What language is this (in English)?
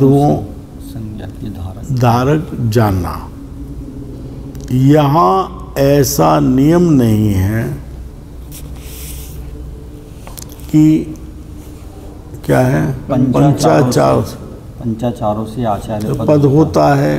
Hindi